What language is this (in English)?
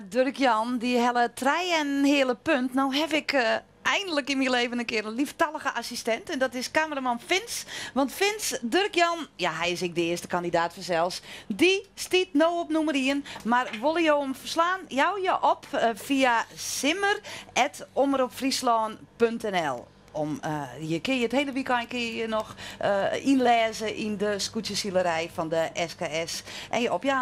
Western Frisian